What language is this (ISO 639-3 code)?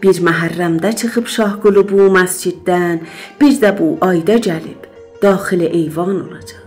azb